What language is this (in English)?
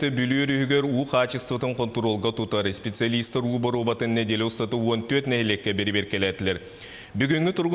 Yakut